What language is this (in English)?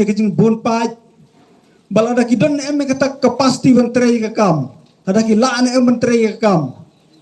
Khasi